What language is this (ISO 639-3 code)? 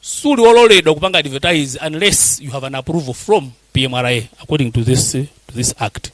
nya